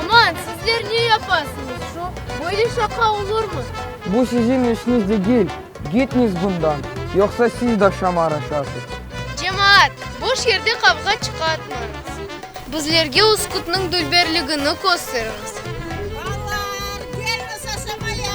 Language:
Crimean Tatar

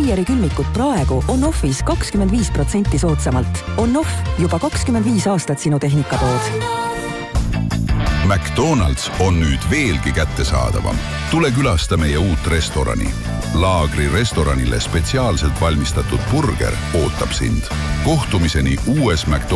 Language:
Estonian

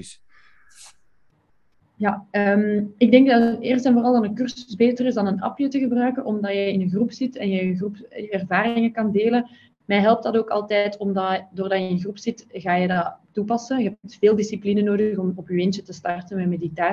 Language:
Dutch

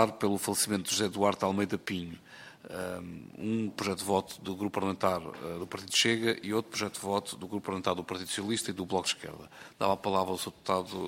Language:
Portuguese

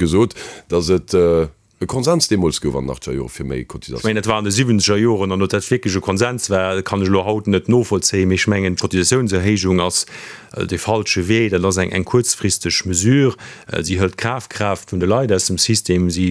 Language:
Luxembourgish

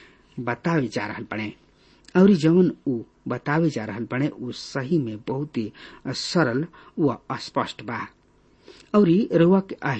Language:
Bhojpuri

